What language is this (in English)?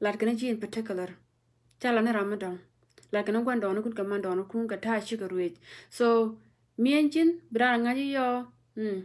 Nuer